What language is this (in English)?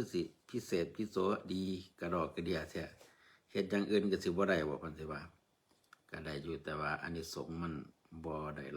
Northeastern Thai